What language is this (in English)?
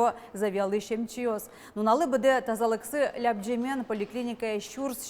Udmurt